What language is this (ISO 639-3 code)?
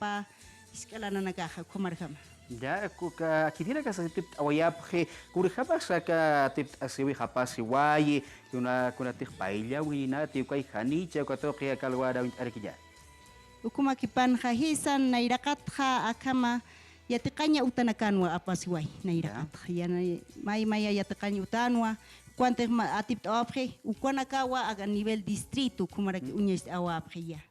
aym